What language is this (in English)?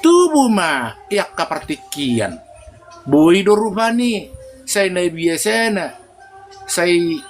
Batak Toba